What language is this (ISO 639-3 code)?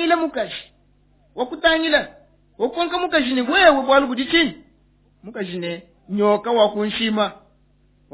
lua